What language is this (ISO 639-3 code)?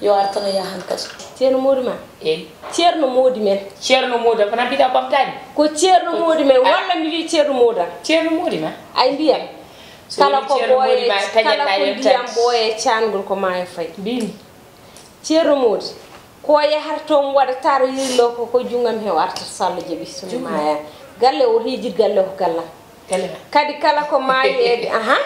ful